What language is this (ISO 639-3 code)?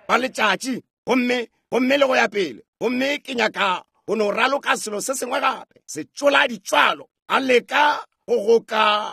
nso